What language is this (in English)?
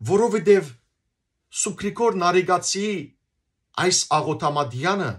Western Armenian